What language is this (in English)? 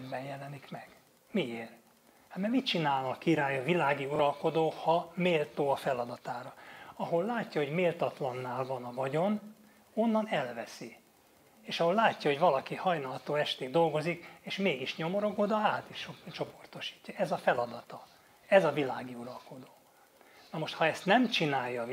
Hungarian